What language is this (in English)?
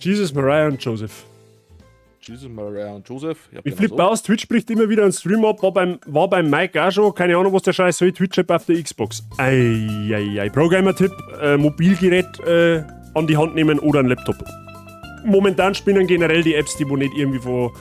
Bavarian